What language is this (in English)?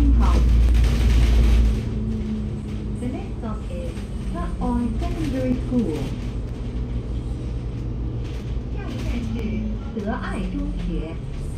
Chinese